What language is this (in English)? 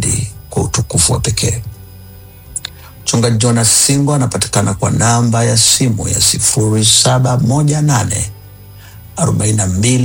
Swahili